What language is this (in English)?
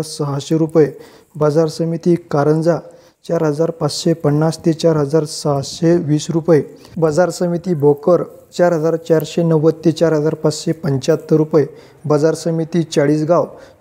Marathi